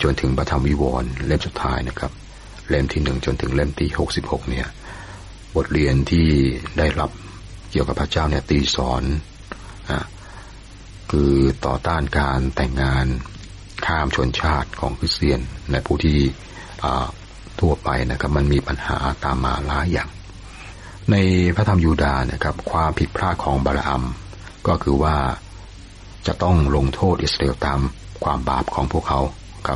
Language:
Thai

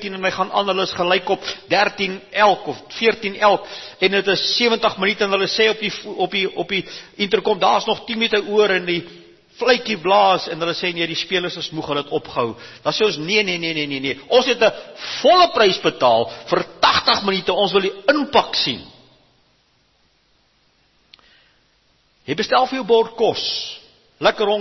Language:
Afrikaans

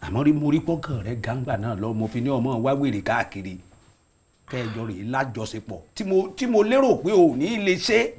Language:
Yoruba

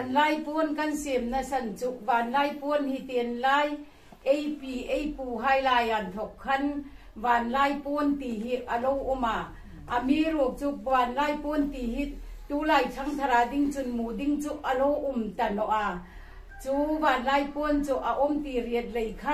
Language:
Hmar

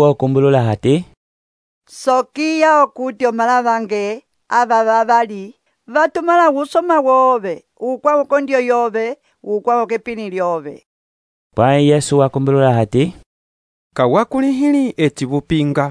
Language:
Umbundu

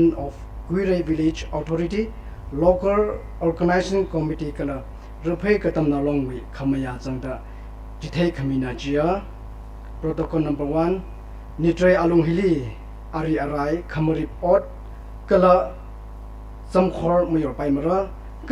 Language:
Tangkhul Naga (India)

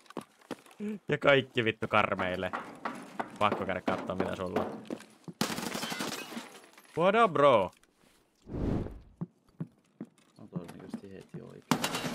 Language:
Finnish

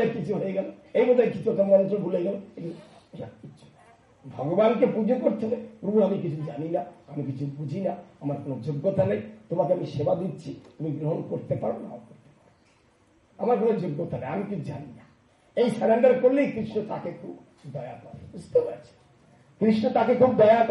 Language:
Bangla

